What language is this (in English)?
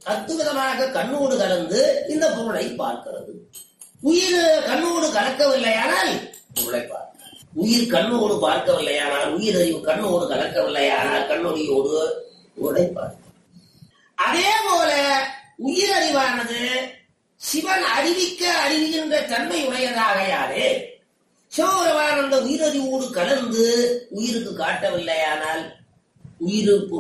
Tamil